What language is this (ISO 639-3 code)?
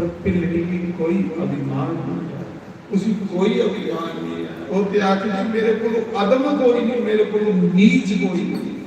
doi